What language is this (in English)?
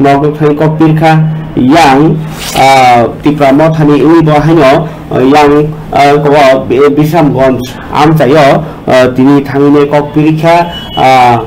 Kok Borok